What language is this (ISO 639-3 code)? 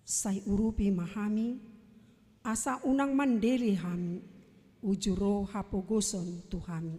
bbc